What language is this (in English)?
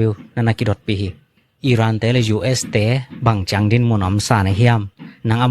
Tedim Chin